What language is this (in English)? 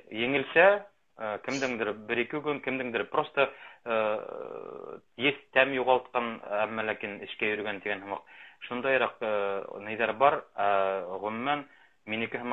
Bashkir